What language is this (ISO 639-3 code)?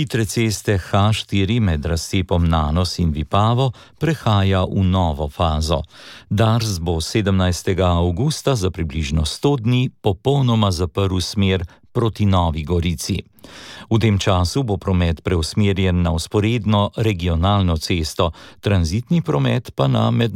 slv